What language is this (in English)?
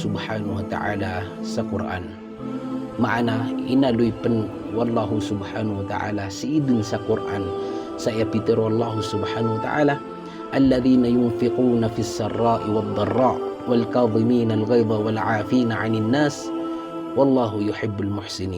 Maranao